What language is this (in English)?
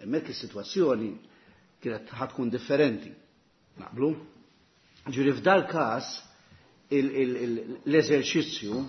Maltese